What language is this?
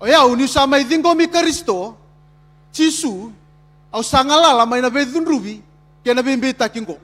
Fijian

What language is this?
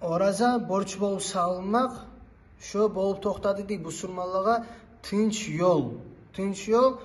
Kumyk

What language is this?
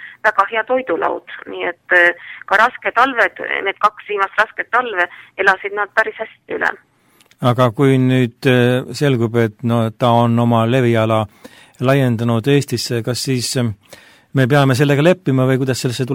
Estonian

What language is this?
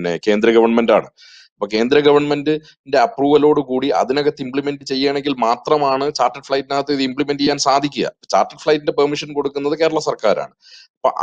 Malayalam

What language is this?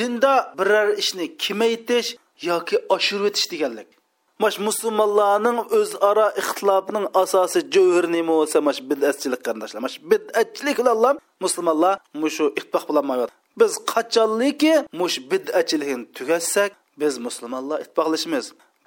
Uyghur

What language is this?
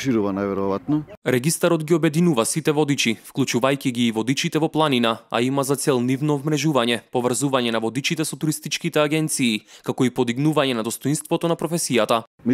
Macedonian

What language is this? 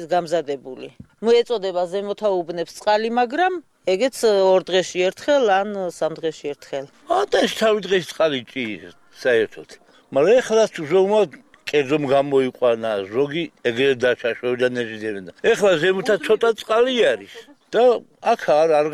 Georgian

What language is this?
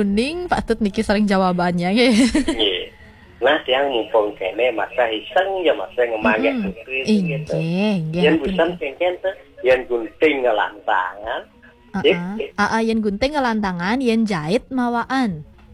Balinese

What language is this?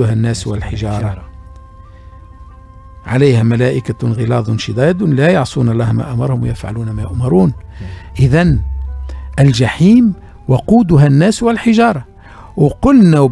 Tunisian Arabic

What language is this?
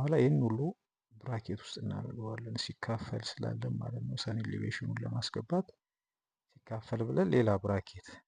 Amharic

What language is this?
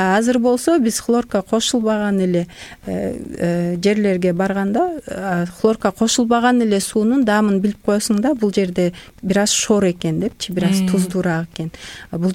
Kyrgyz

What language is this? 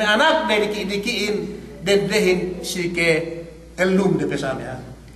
Yakan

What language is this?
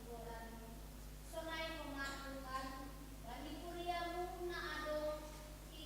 Batak Simalungun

